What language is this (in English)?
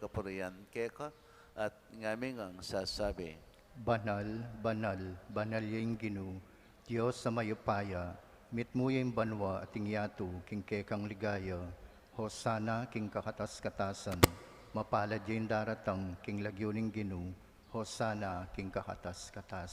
Pampanga